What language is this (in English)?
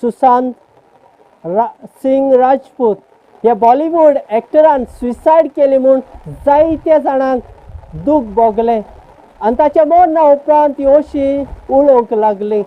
Konkani